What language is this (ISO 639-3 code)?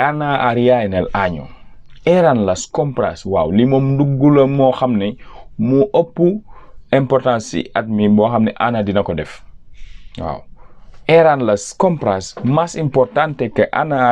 wol